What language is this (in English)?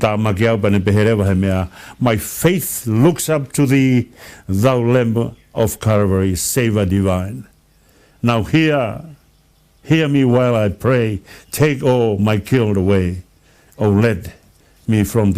Tongan